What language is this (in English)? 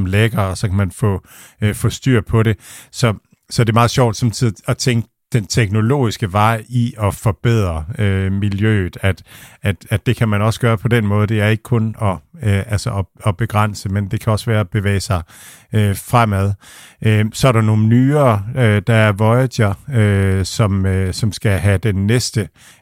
Danish